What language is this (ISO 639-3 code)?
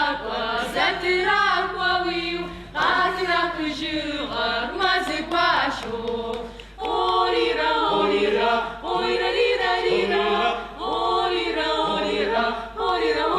ady